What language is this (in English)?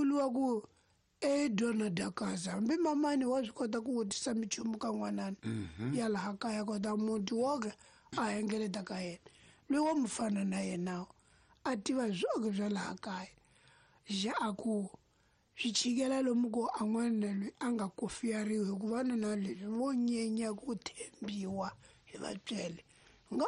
Tsonga